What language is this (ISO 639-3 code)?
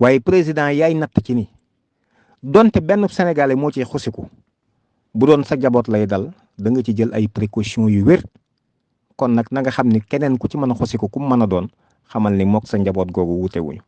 wol